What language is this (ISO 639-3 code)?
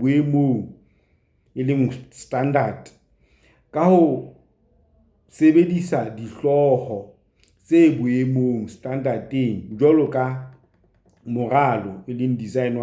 sot